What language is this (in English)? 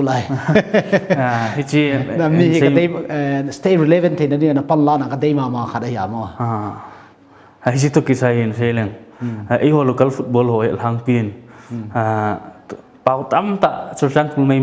Paite Chin